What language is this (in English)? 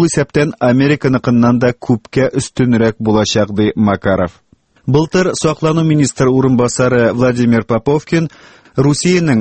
Tatar